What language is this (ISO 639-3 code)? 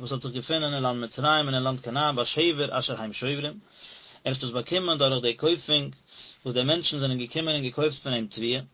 yid